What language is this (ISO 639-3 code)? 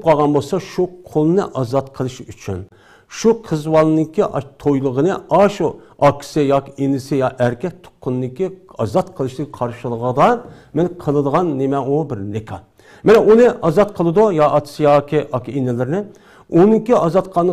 uig